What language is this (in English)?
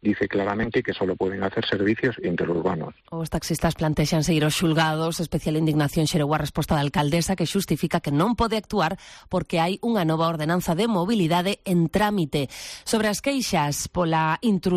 Galician